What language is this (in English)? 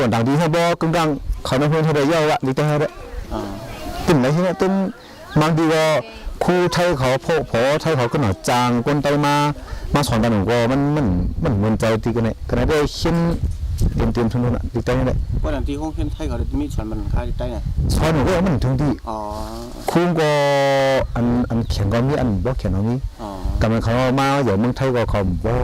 Shan